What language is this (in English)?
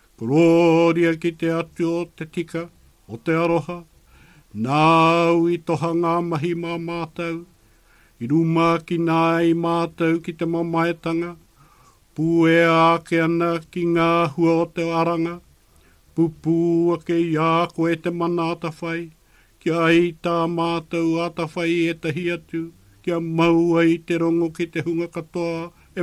Māori